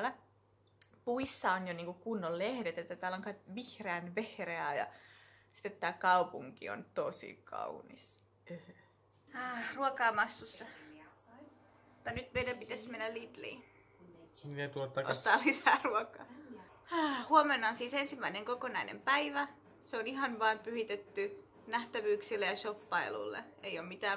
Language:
Finnish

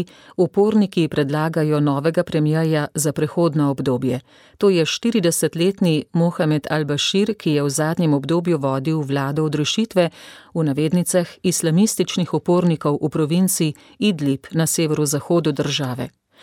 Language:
Slovenian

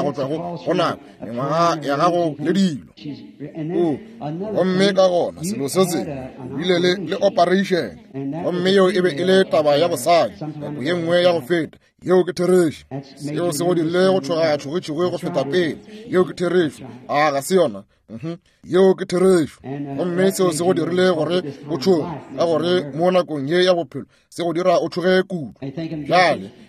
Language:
Northern Sotho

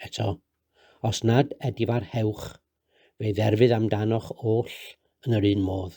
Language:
Welsh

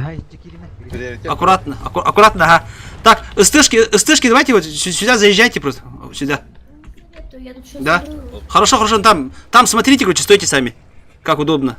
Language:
Yakut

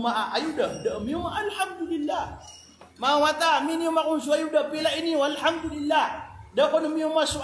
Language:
Maranao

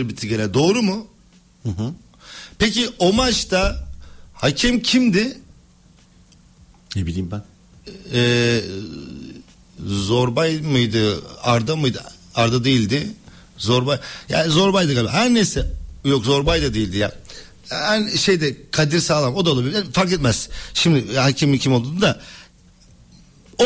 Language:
Turkish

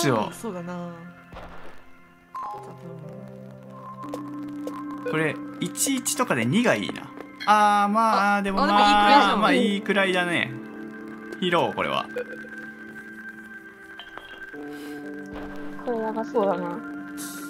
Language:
Japanese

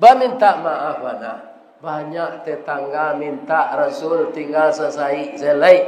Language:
Minangkabau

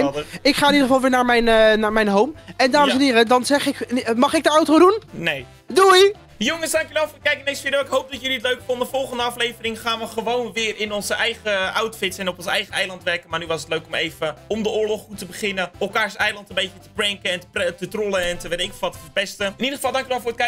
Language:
Dutch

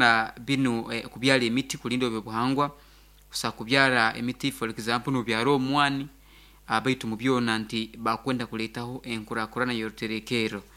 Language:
Nyoro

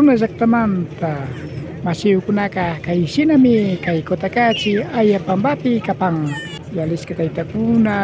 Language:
Imbabura Highland Quichua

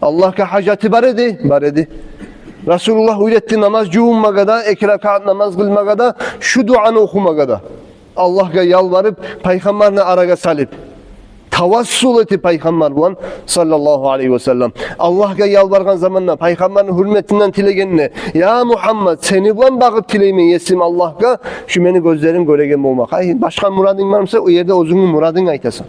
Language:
Kumyk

